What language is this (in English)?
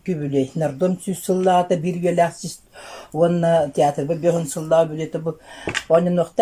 Yakut